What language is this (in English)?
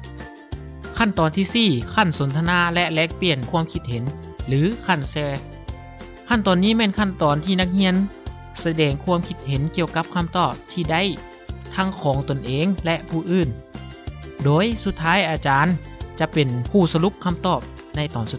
Lao